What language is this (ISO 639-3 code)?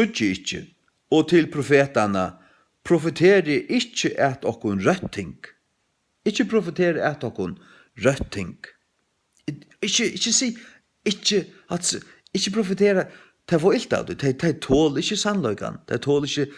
fao